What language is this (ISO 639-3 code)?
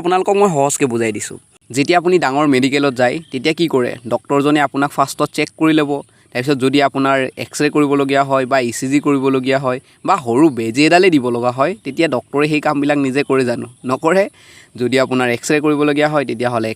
asm